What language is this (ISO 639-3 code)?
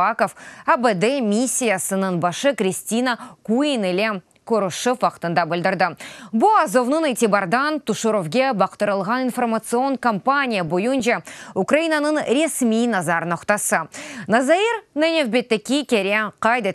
crh